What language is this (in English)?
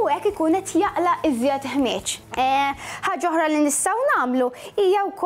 Maltese